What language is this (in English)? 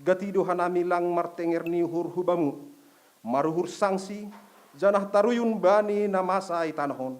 Batak Simalungun